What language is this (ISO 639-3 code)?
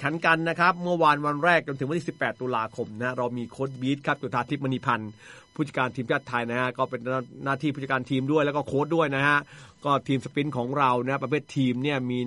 tha